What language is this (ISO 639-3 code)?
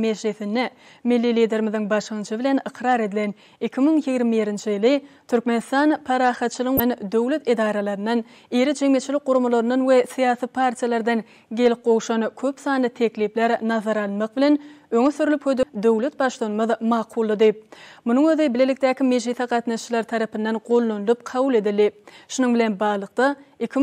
tuk